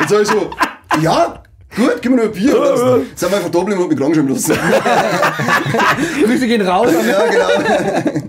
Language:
Bavarian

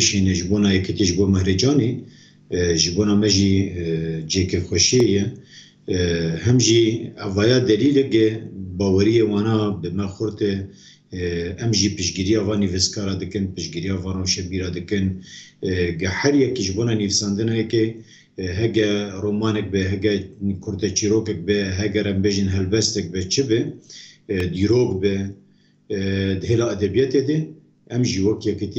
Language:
Kurdish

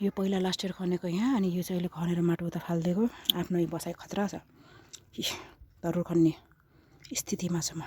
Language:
Nepali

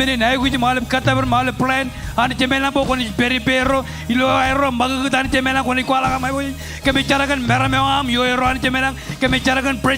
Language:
Marshallese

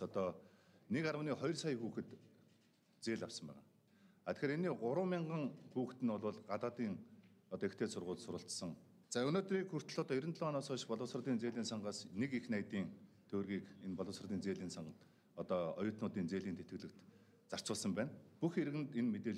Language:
Mongolian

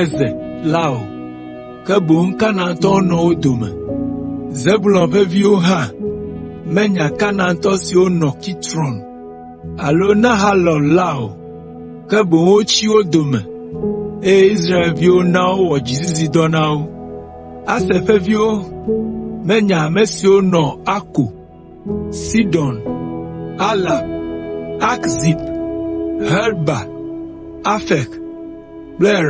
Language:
Ewe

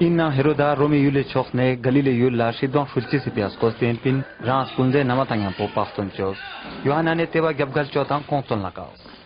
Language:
Ladakhi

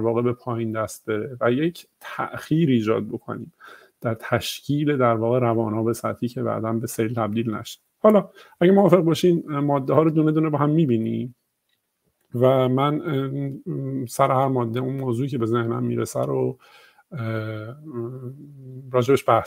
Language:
Persian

